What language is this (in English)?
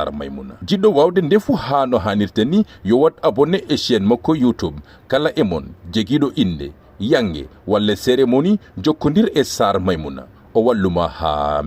Fula